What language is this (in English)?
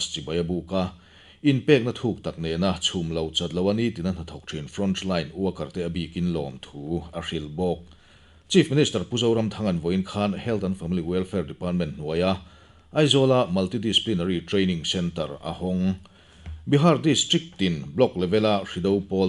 Mizo